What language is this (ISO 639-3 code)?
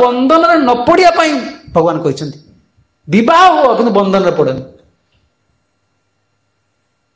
ori